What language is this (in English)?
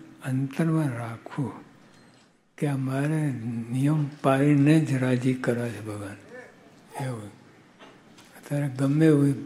Gujarati